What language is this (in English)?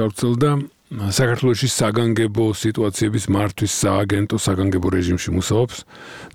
Georgian